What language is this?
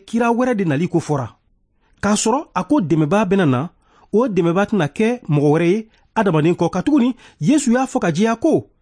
Bambara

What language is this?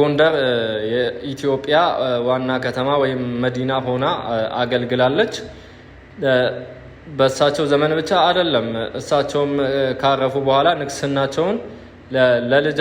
Amharic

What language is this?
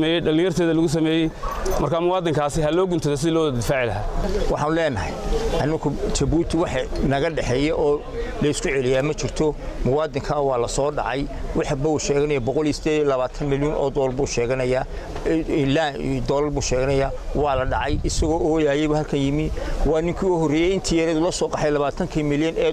Somali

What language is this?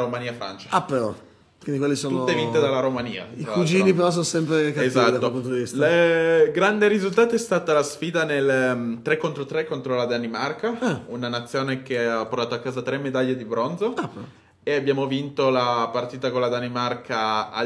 Italian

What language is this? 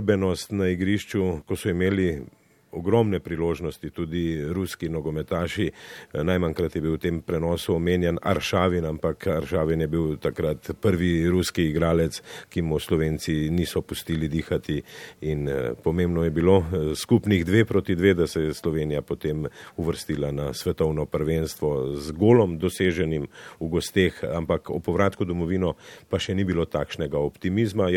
Slovenian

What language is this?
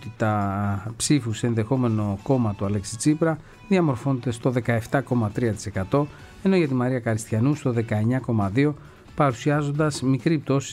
Greek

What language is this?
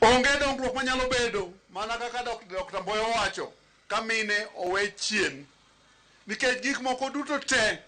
Luo (Kenya and Tanzania)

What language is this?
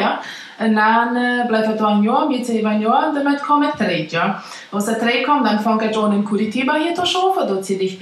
Plautdietsch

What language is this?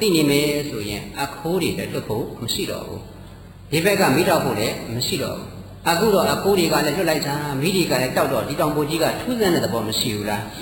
Burmese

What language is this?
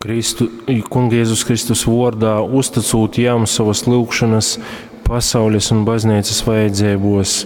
Latgalian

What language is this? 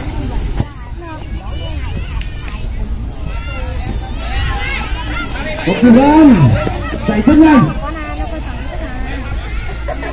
Vietnamese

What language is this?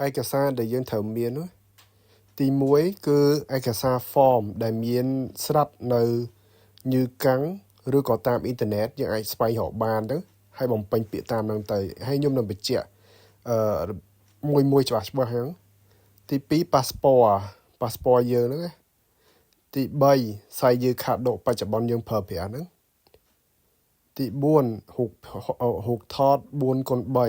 Khmer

